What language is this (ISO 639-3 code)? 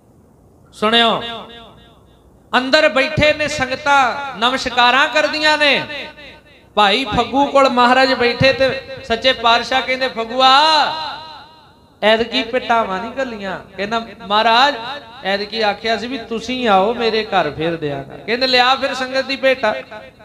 pan